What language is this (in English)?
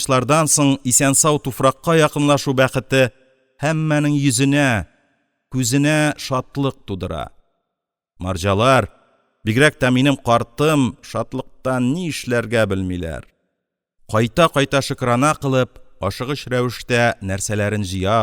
Tatar